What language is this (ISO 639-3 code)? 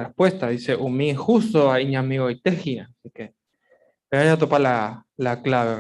grn